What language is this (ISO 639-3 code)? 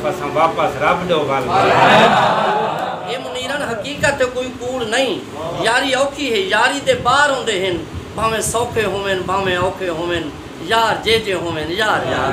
skr